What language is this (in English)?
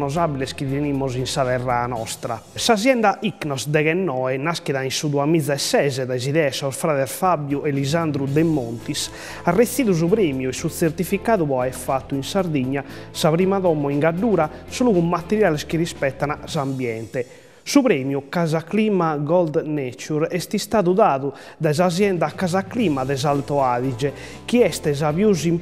Sardinian